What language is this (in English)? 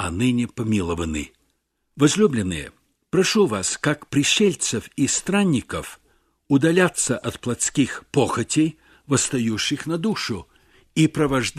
Russian